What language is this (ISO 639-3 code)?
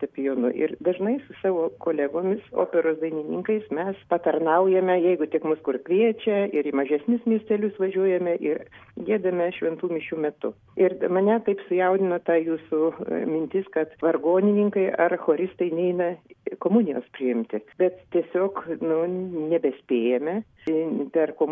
lit